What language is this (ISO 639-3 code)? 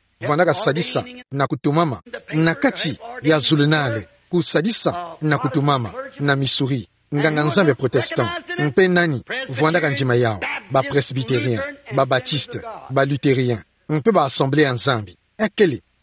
ktu